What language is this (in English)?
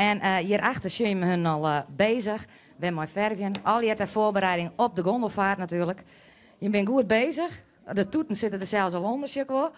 Western Frisian